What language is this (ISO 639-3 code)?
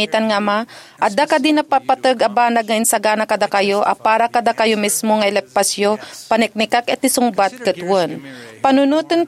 ilo